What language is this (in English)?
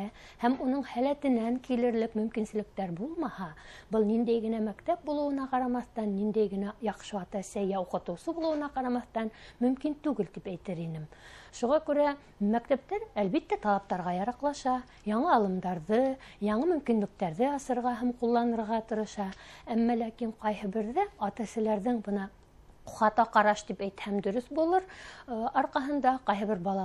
Bashkir